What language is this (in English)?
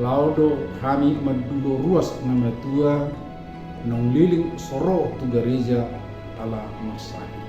Batak Toba